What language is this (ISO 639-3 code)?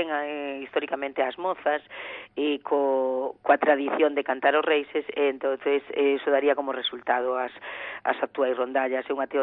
glg